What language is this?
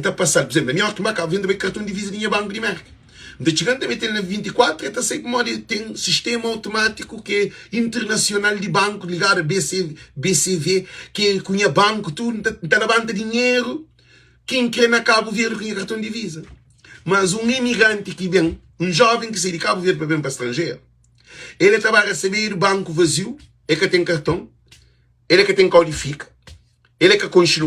Kabuverdianu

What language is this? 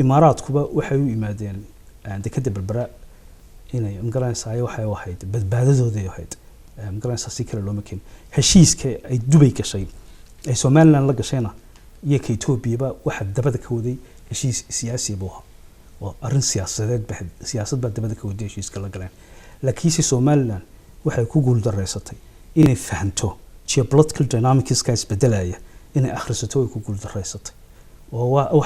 Somali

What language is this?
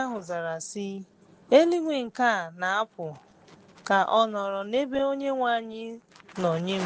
Igbo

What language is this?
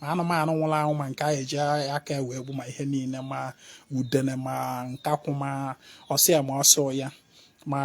Igbo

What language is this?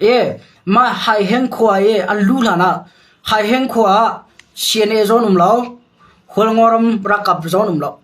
Hakha Chin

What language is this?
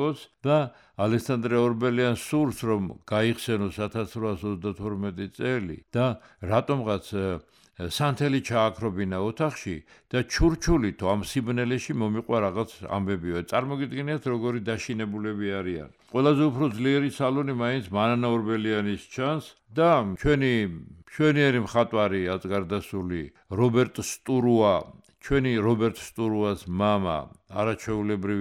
Georgian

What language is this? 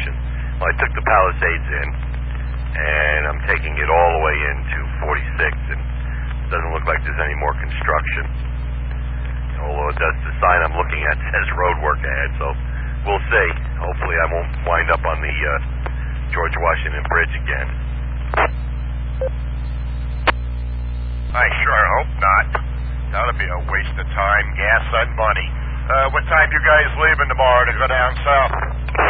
English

